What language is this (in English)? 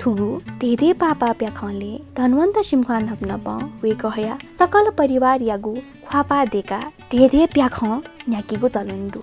Newari